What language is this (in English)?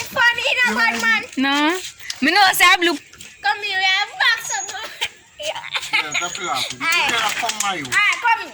Jamaican Creole English